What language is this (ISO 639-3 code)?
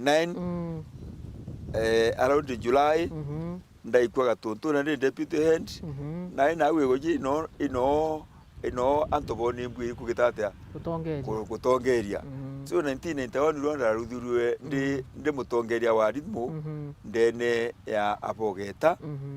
mer